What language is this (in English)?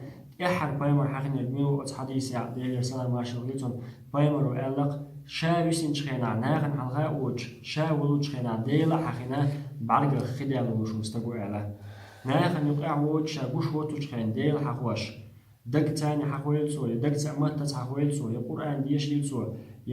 Chechen